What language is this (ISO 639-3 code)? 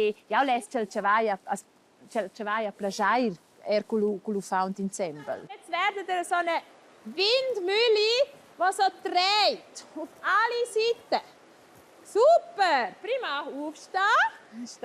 roh